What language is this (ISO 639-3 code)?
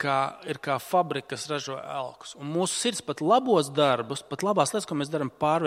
lav